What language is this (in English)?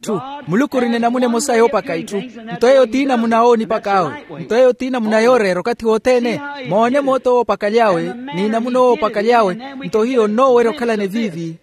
Makhuwa